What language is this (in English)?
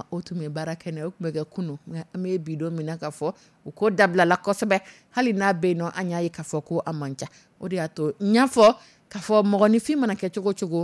Dyula